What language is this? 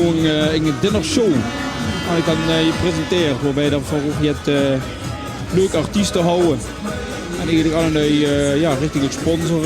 Limburgish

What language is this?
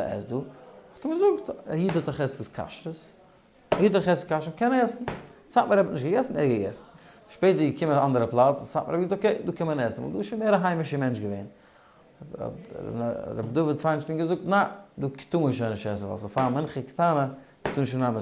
Yiddish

